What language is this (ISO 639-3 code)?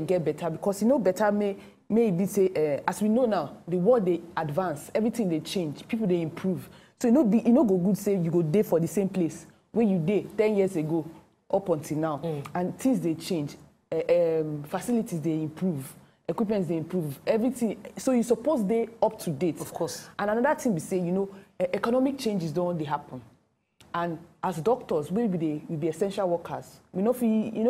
pcm